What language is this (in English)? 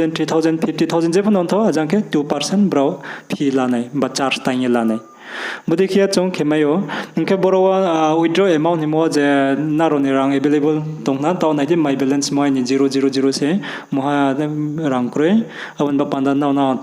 Riang (India)